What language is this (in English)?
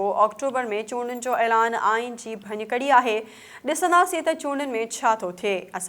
Sindhi